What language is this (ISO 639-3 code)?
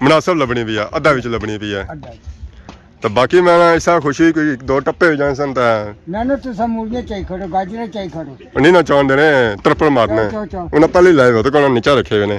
phr